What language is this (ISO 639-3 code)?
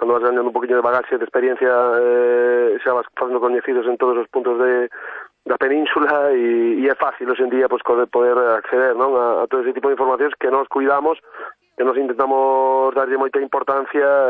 glg